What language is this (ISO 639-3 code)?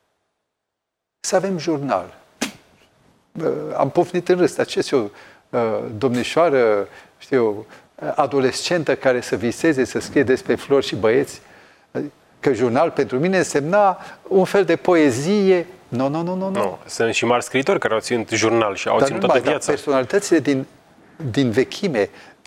ron